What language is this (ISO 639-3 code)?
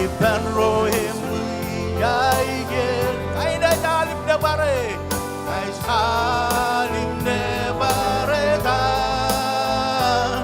mah